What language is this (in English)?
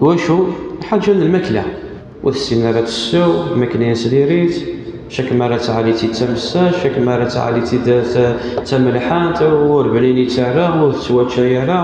Kabyle